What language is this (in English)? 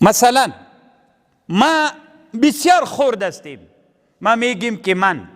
Pashto